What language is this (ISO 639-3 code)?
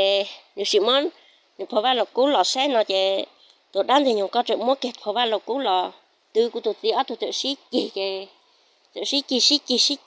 hmn